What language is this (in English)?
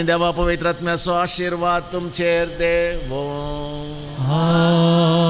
Konkani